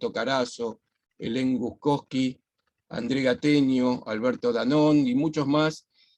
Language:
Ladino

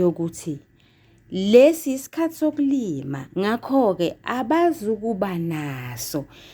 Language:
Zulu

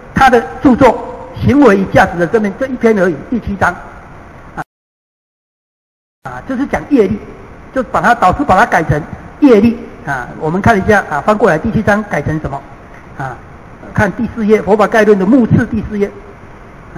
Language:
Chinese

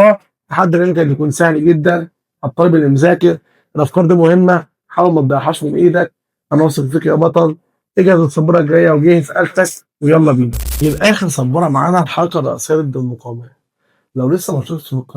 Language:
Egyptian Arabic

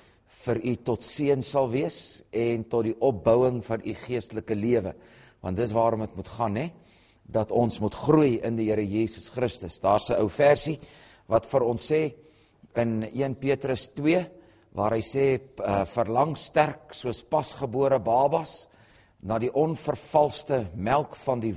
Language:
Afrikaans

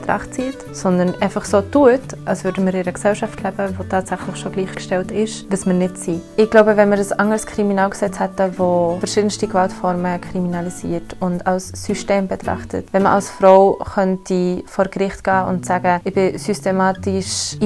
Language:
Swiss German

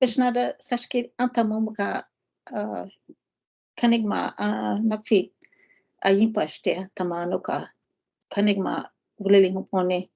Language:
Choctaw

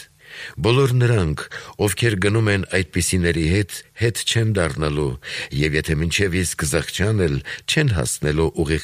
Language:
Armenian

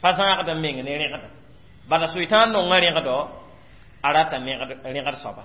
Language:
Mossi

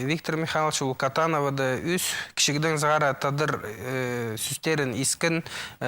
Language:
Khakas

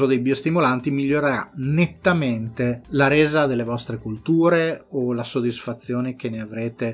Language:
Italian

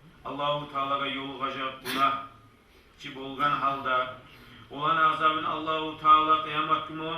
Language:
Kumyk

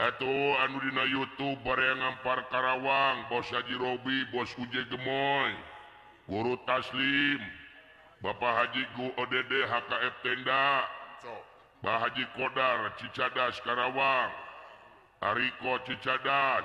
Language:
Sundanese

